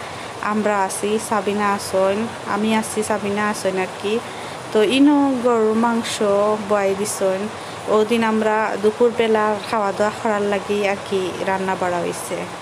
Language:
Sylheti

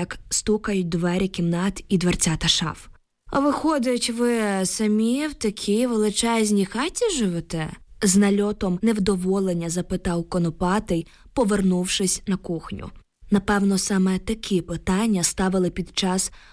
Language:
Ukrainian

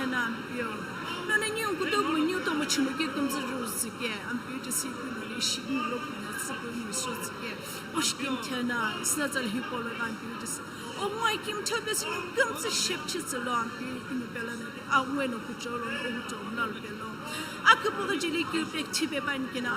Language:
Sumi Naga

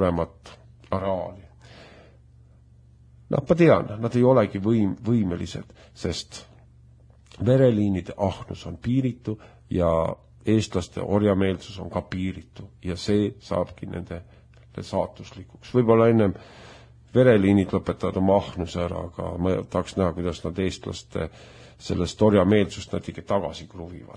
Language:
Estonian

